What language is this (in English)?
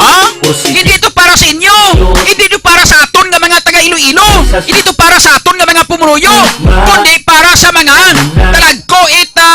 Hiligaynon